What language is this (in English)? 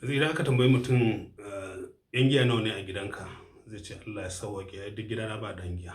Hausa